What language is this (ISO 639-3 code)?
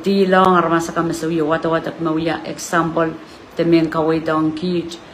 pon